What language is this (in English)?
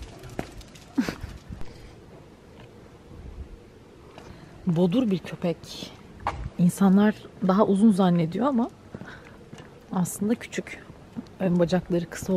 Turkish